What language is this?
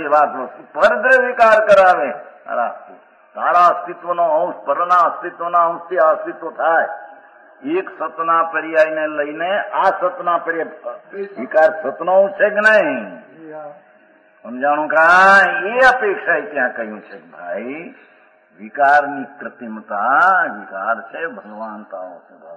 Gujarati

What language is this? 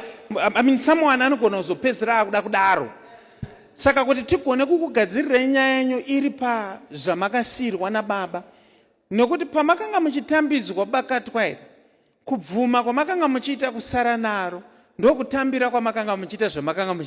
Shona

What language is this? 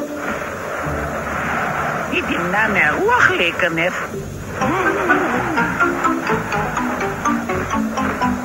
Hebrew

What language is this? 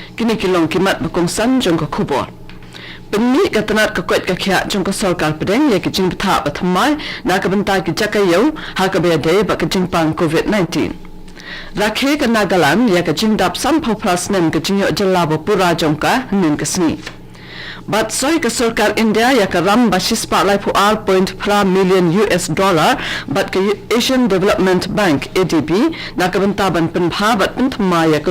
Khasi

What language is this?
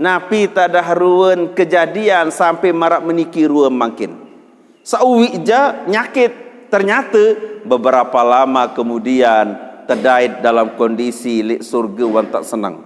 Sasak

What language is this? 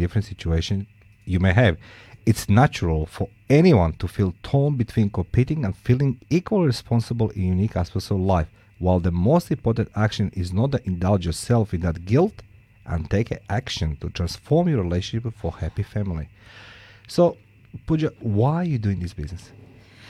English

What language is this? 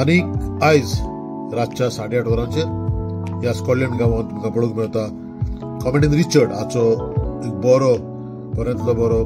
Konkani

